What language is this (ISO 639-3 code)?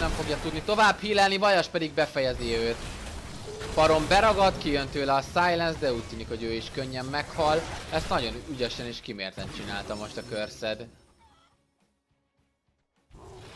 hun